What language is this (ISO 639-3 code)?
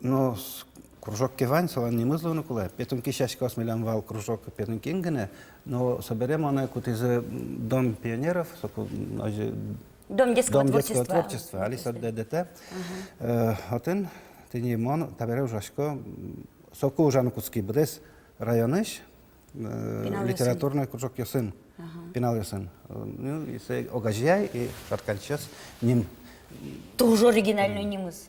udm